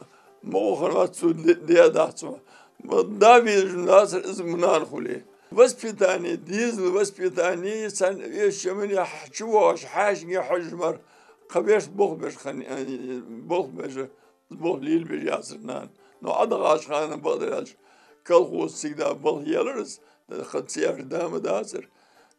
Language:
Ingush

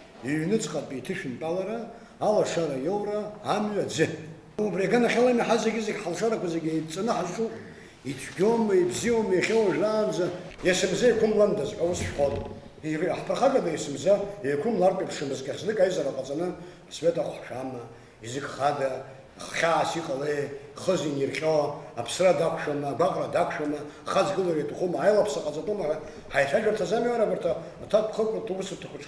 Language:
Abkhazian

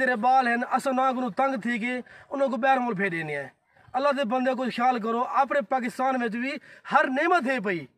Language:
Saraiki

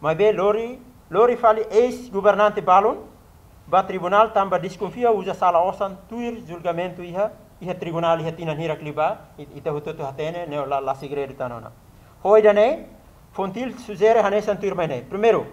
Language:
Tetum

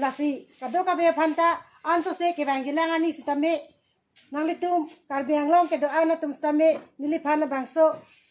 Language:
Karbi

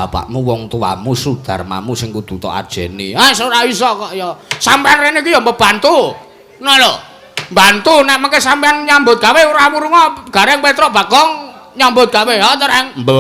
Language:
Javanese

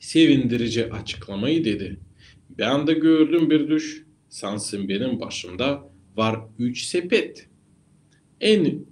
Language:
Gagauz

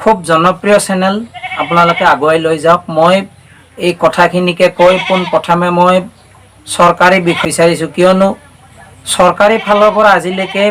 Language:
Assamese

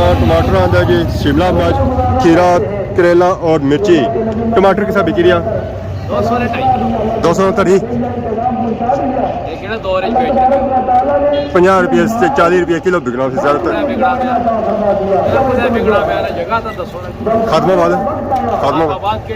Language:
Pahari-Potwari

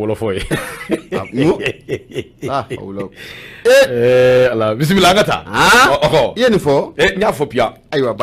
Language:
Bambara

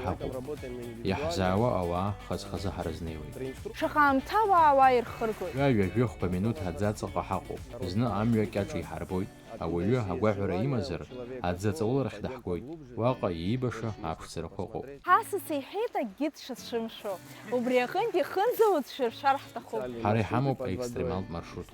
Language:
Abkhazian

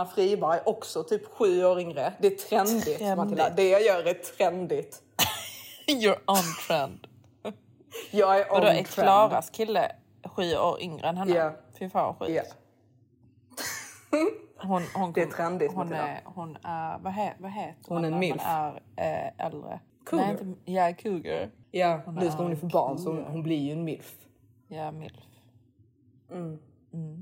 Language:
Swedish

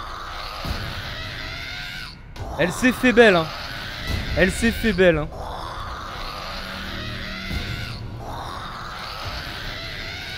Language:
French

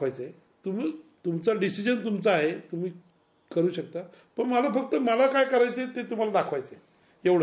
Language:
Marathi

